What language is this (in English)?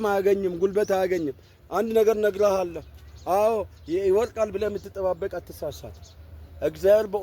Amharic